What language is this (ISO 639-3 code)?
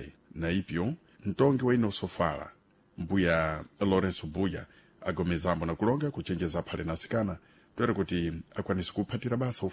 seh